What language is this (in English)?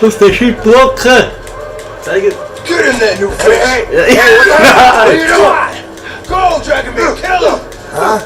Swiss German